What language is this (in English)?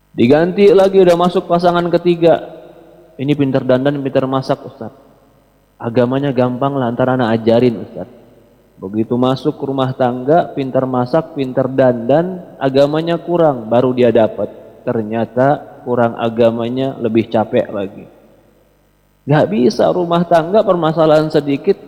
Indonesian